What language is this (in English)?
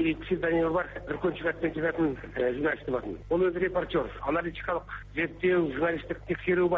Kazakh